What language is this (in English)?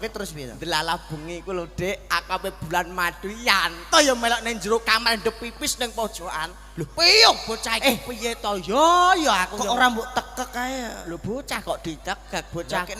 Javanese